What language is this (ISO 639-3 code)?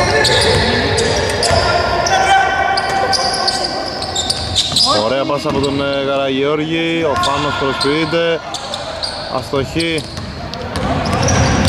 ell